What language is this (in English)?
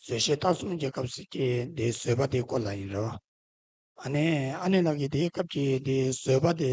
Tibetan